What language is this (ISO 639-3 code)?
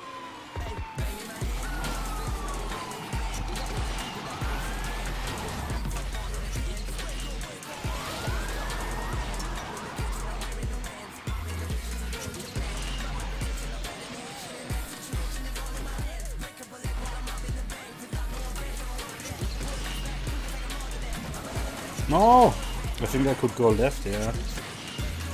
eng